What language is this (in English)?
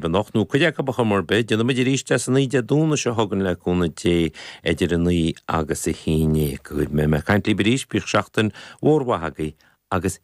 Irish